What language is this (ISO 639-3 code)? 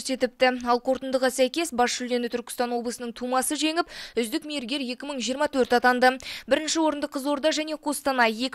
kaz